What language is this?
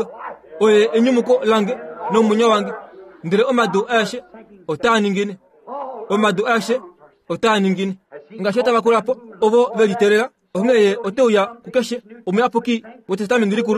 Kuanyama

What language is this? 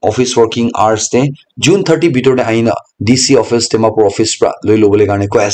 Naga Pidgin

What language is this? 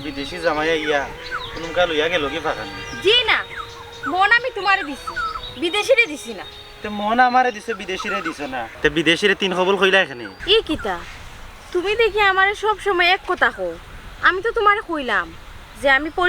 Sylheti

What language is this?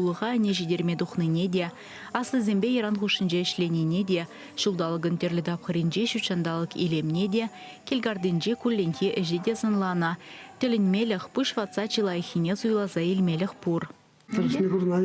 Chuvash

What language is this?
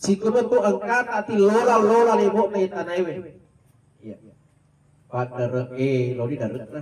Buginese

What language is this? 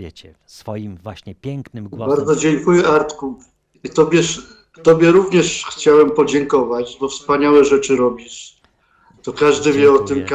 Polish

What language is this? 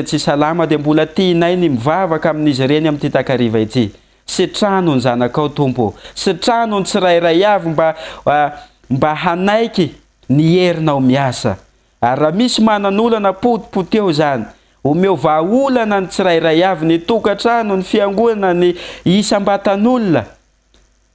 Malagasy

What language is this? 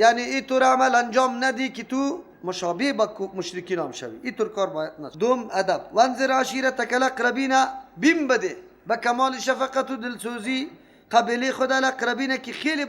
Persian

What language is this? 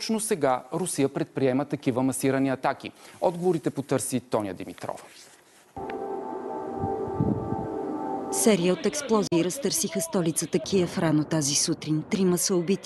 Bulgarian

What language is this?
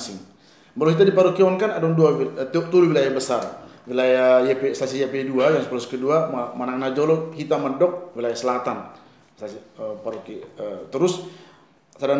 Batak Toba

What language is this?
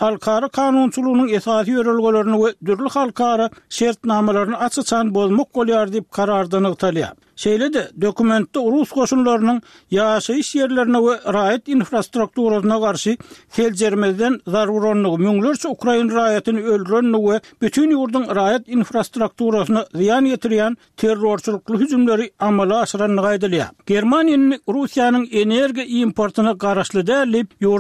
Turkmen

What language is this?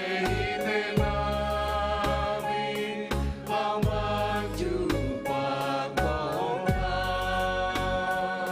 Batak Simalungun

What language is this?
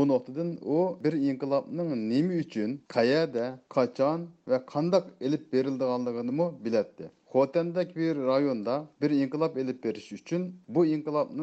Uyghur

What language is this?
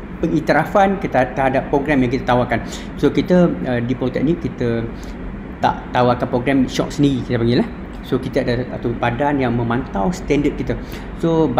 Malay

